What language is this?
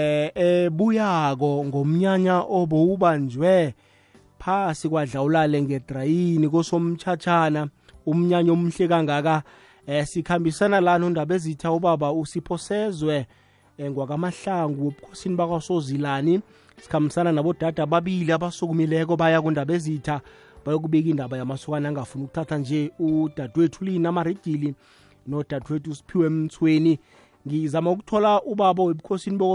South Ndebele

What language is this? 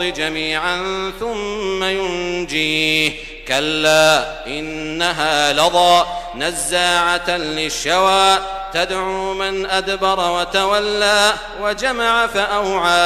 Arabic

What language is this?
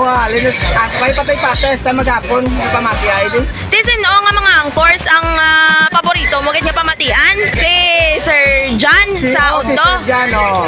Hiligaynon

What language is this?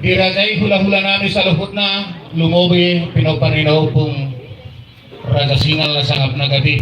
Batak Toba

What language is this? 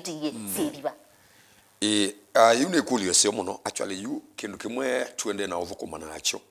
Kamba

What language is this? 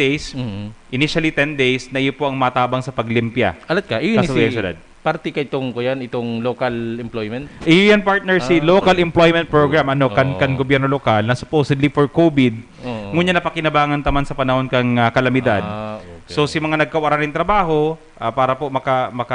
Bikol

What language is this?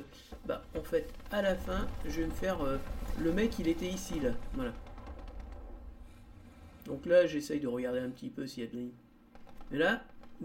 French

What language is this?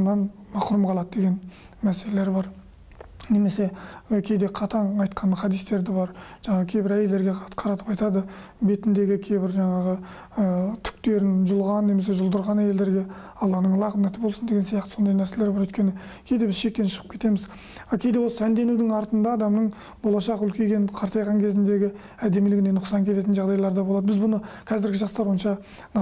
Kyrgyz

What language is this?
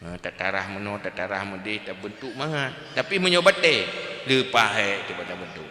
Achinese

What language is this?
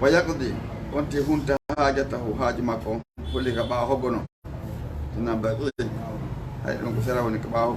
Fula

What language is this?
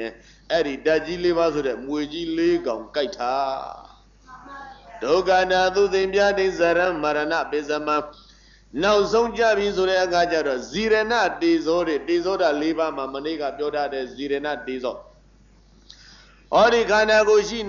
Burmese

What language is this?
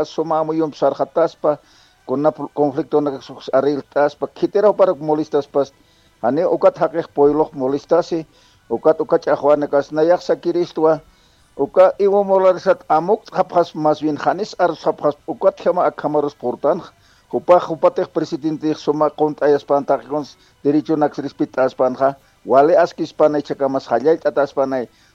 Aymara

